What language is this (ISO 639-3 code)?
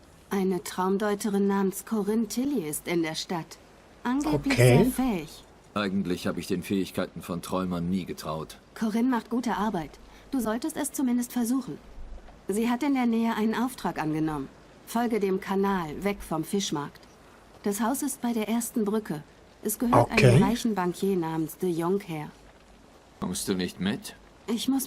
gsw